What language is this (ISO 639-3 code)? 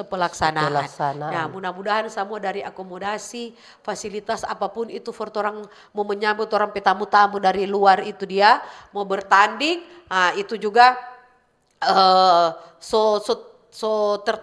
xmm